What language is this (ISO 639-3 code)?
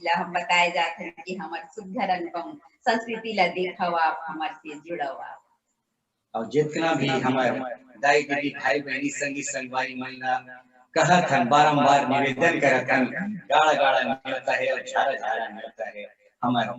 hne